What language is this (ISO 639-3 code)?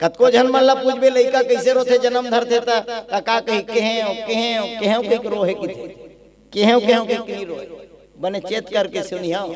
hne